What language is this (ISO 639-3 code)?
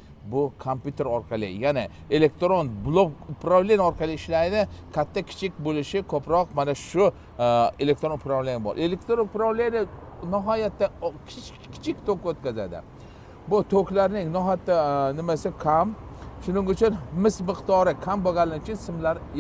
uzb